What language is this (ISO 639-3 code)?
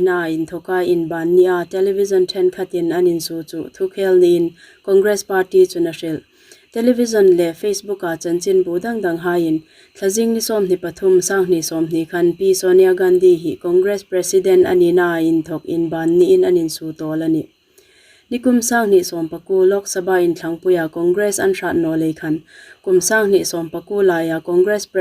hmr